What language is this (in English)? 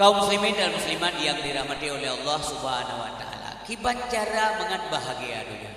Achinese